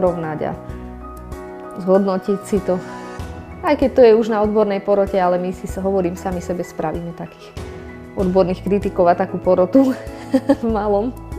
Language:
Slovak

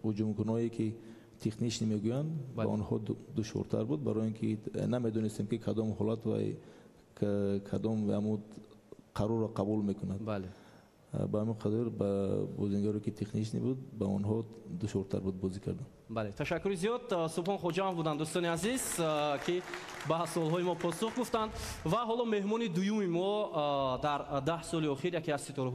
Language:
Tajik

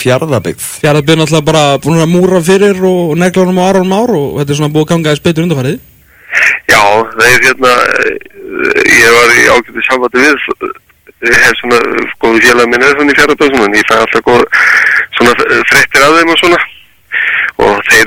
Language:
Icelandic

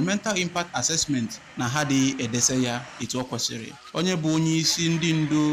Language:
Igbo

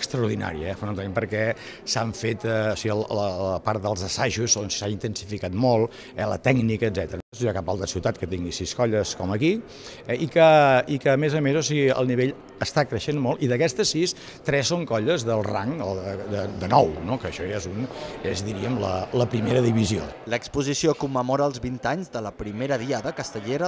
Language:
Catalan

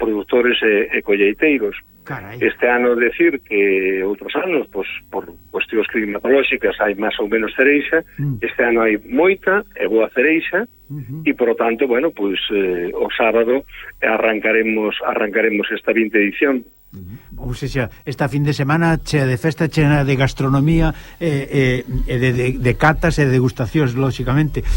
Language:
Galician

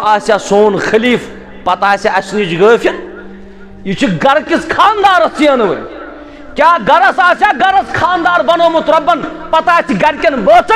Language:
Kashmiri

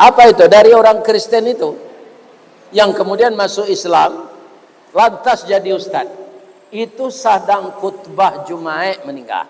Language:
Minangkabau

